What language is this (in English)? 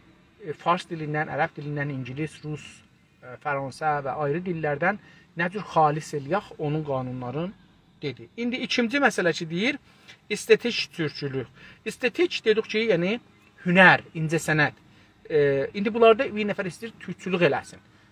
South Azerbaijani